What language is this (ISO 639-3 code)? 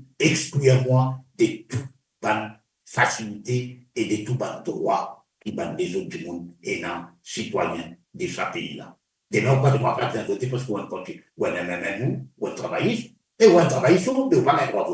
mfe